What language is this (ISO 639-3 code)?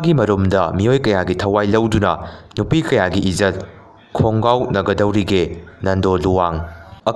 mni